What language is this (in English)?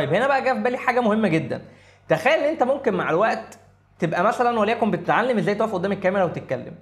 Egyptian Arabic